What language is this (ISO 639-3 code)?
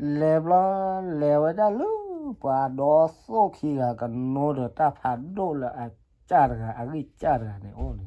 ksw